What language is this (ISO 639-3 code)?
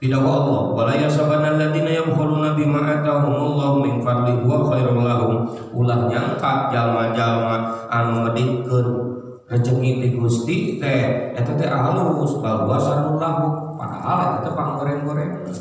sun